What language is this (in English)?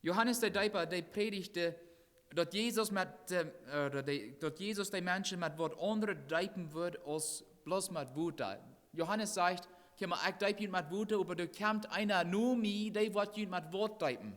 Plautdietsch